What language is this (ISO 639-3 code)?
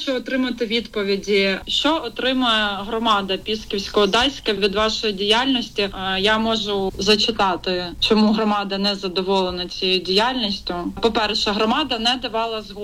ukr